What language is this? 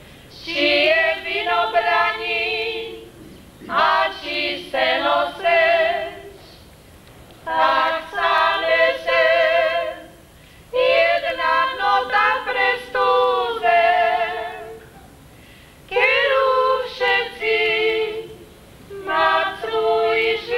Slovak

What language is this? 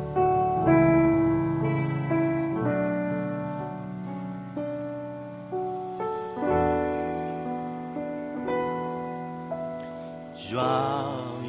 S'gaw Karen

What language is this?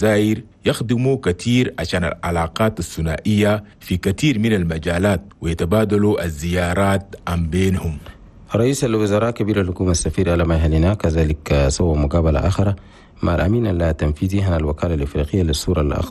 Chadian Arabic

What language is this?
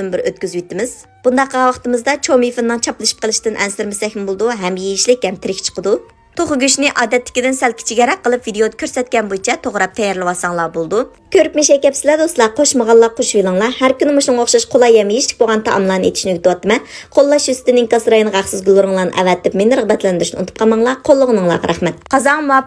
Uyghur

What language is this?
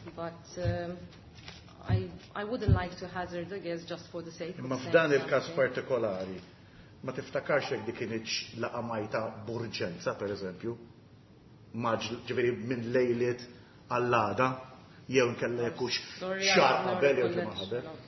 Maltese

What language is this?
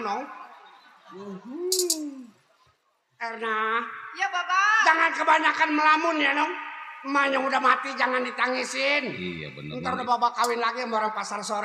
Betawi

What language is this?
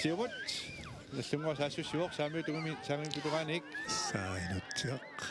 Kalaallisut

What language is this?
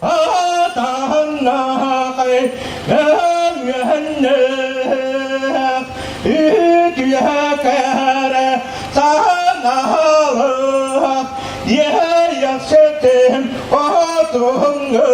Yakut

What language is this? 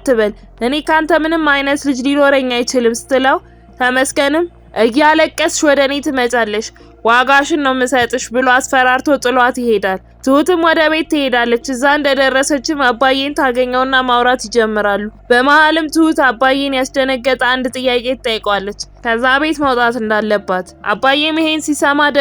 Amharic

